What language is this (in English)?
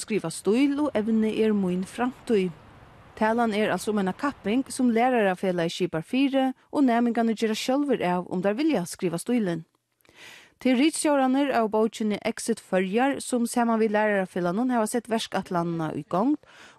Faroese